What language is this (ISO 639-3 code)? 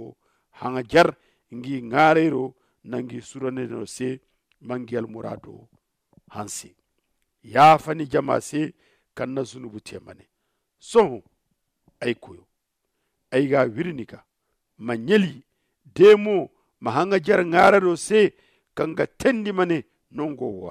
dje